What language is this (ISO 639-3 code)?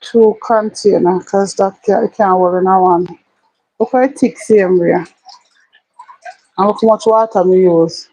jam